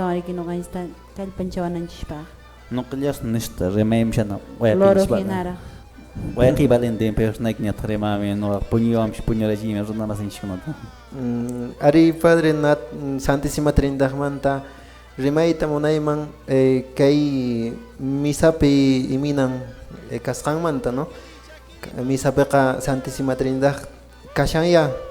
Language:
Quechua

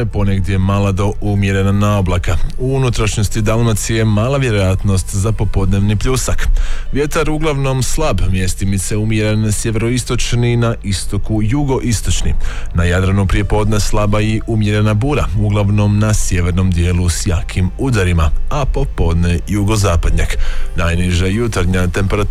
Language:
Croatian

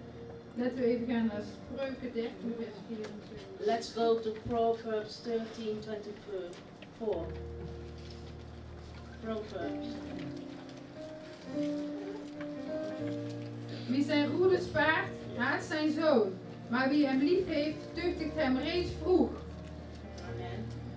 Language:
Dutch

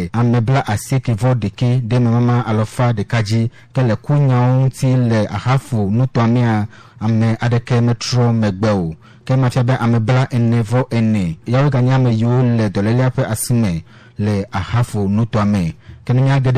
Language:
Ewe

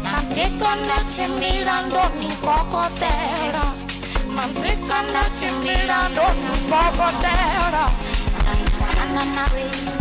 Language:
Venda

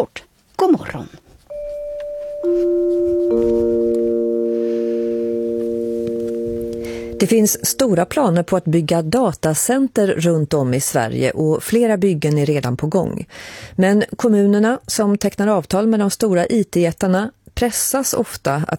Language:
Swedish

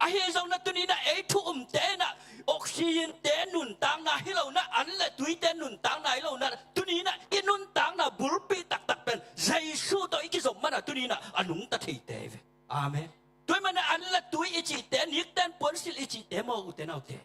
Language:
Tedim Chin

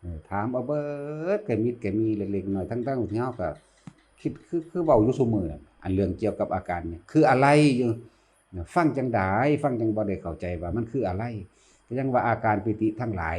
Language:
Northeastern Thai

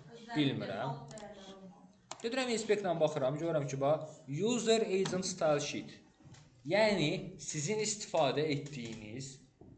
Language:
Azerbaijani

